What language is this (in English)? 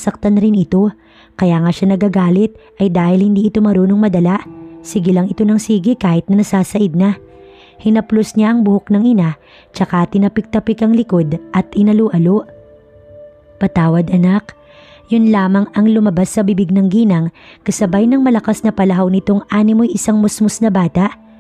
Filipino